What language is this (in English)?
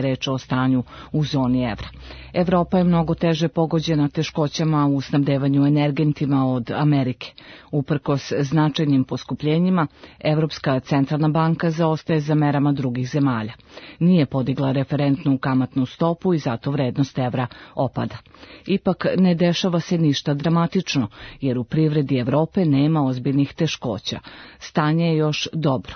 Serbian